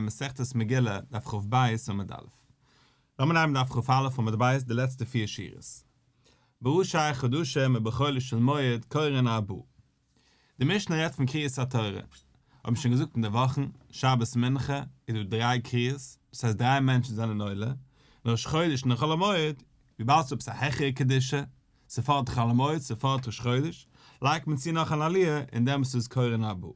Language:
Yiddish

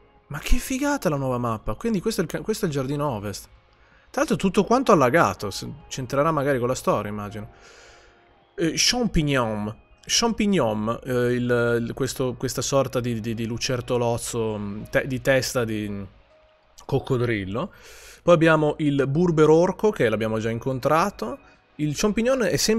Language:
Italian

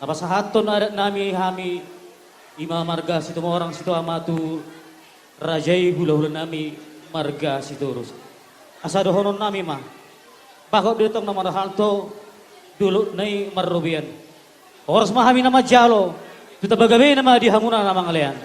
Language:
Batak Toba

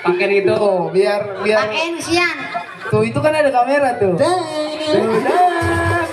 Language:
Betawi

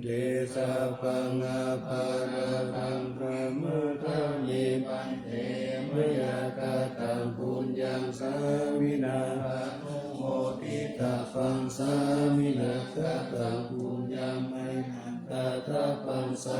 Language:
Pali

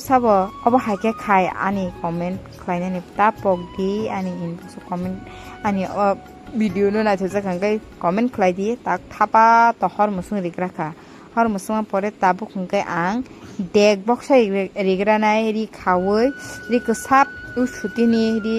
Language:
Kok Borok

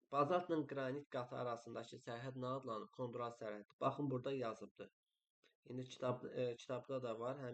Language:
Azerbaijani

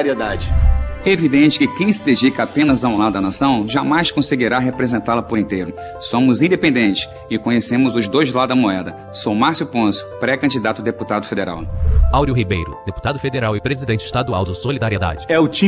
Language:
Portuguese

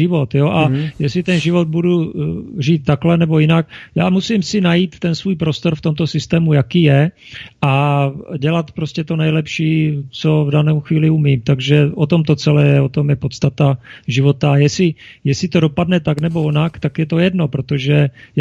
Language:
Czech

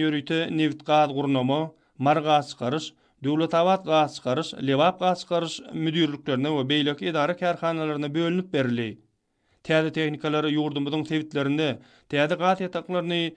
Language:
Turkmen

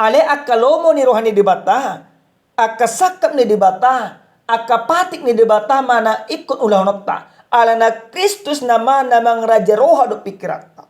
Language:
Batak Toba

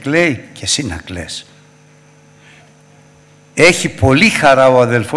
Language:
Greek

